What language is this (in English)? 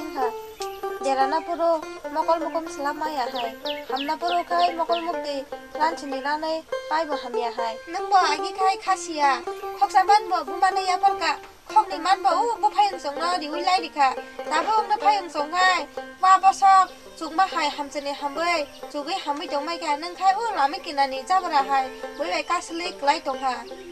Kok Borok